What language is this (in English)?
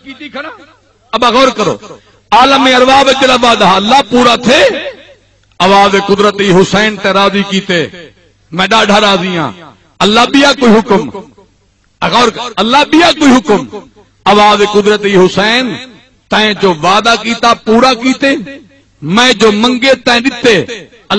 Saraiki